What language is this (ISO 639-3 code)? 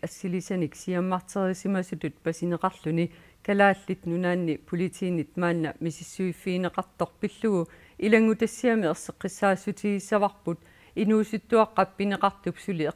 kal